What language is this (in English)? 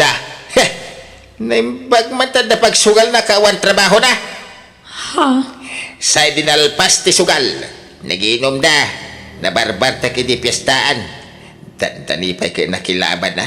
Iloko